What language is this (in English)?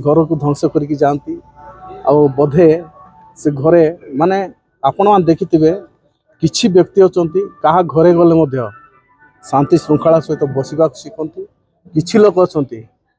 Odia